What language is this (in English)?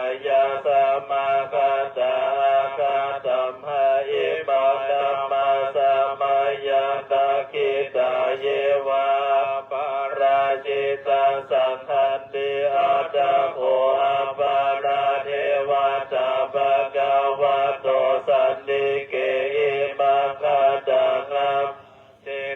Pali